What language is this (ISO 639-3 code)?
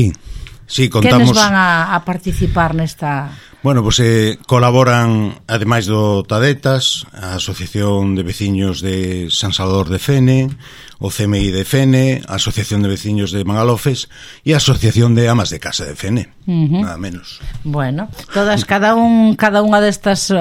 glg